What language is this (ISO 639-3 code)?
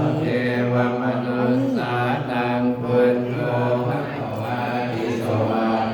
pli